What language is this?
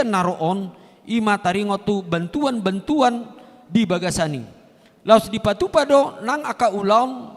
Batak Toba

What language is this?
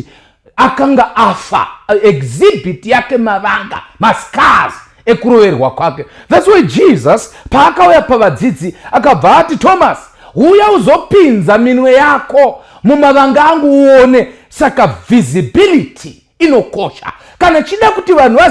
Shona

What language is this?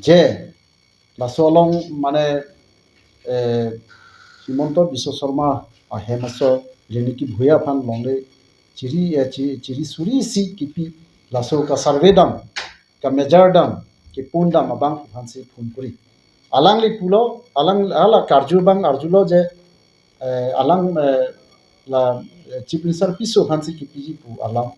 Karbi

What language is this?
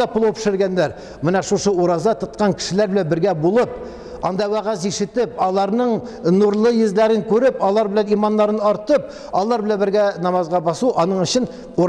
Tatar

